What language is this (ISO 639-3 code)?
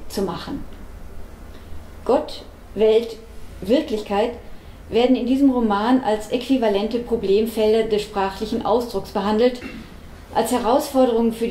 deu